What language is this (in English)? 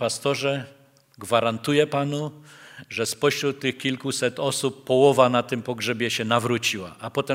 Polish